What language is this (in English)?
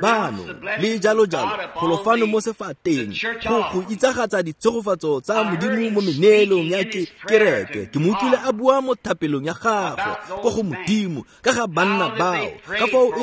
Tswana